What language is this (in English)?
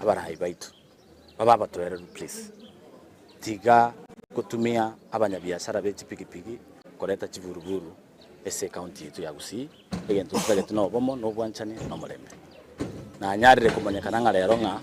Gusii